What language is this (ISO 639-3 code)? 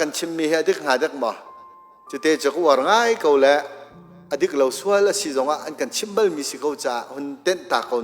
cnh